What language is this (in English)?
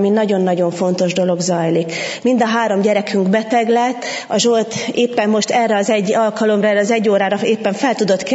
Hungarian